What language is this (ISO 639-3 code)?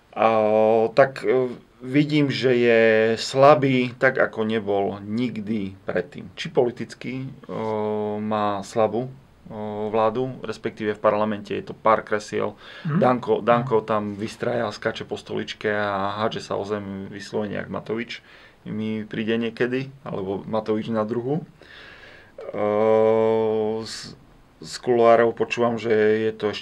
slk